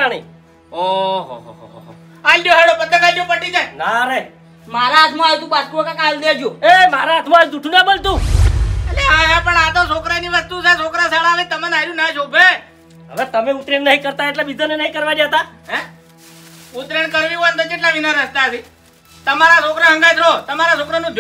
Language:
Gujarati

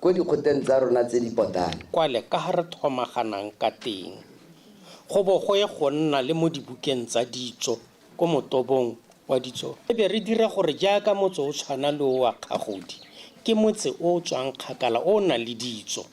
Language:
Tswana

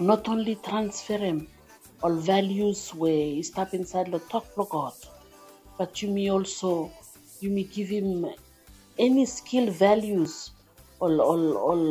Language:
Bislama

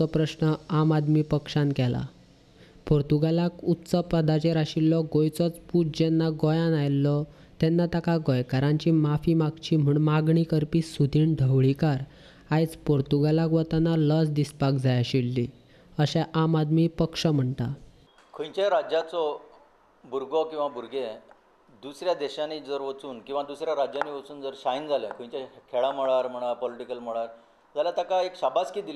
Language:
Konkani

